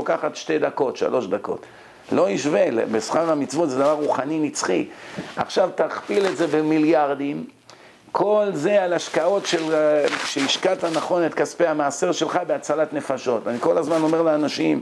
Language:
Hebrew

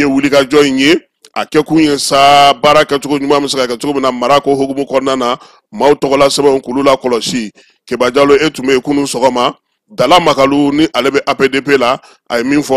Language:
Bambara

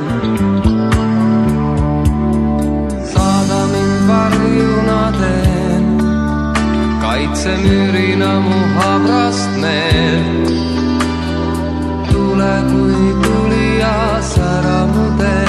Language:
Estonian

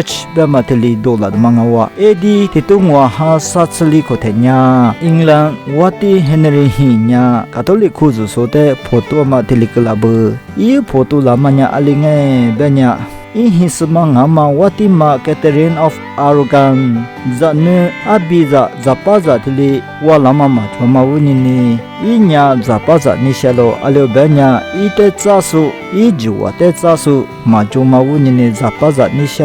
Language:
Lisu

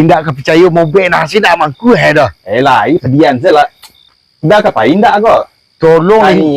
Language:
Minangkabau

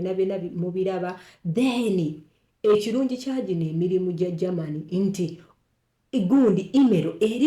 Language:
Ganda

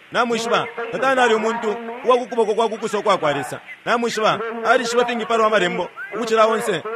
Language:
Bemba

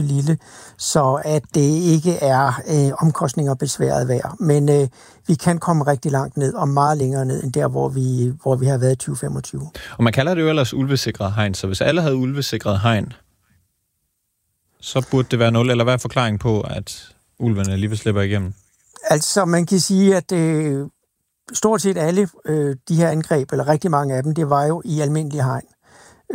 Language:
Danish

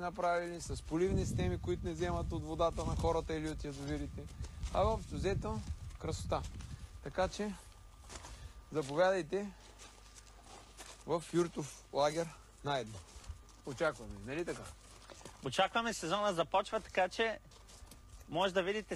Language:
Bulgarian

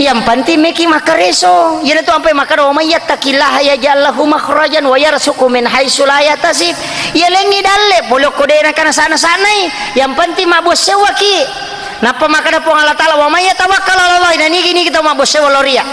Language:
Buginese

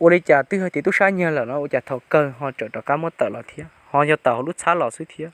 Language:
Hmong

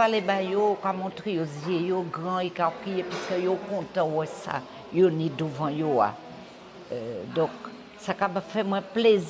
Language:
Guadeloupean Creole French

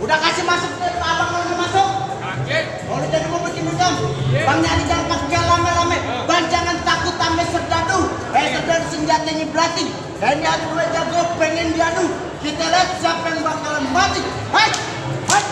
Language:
Betawi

